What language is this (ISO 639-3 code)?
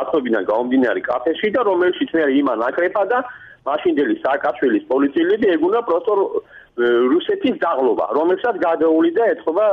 kat